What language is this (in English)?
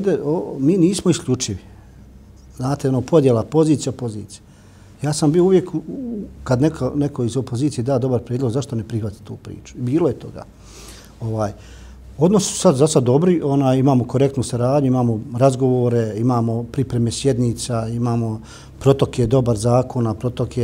Bosnian